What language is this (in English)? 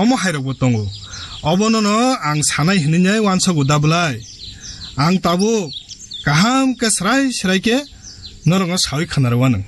Kok Borok